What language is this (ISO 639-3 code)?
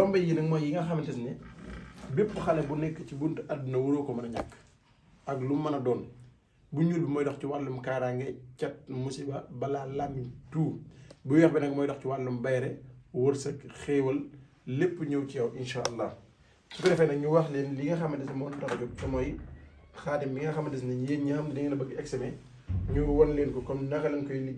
wol